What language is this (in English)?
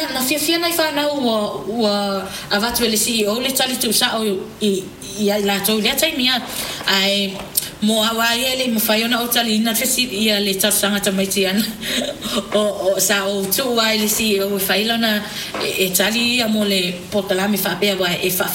Samoan